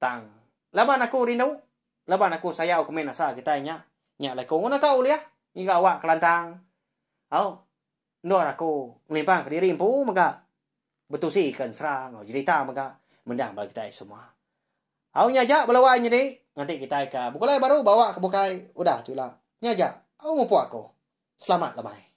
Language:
Iban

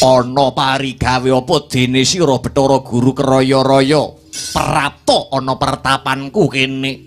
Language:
Javanese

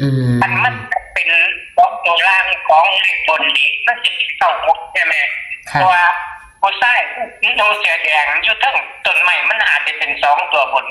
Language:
Northeastern Thai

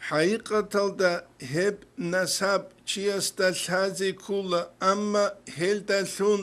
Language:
Avaric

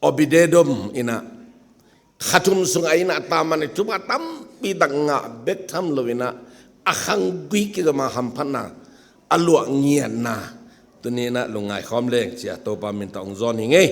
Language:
Tedim Chin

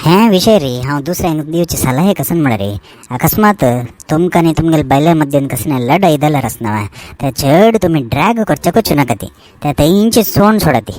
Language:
Konkani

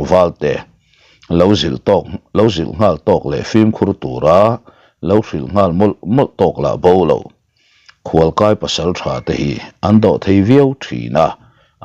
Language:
Mizo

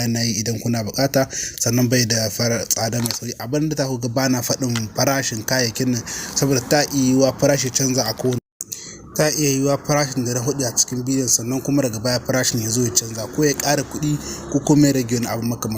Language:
Hausa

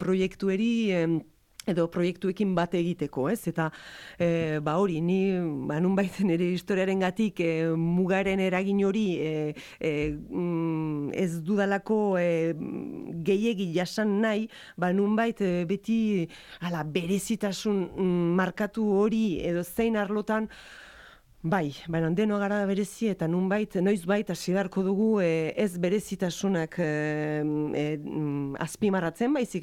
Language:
Basque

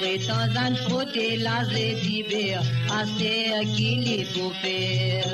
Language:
Morisyen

